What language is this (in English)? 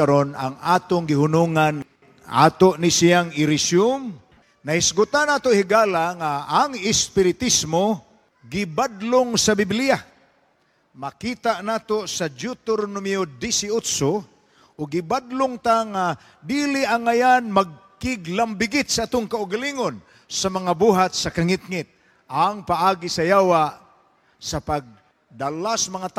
Cebuano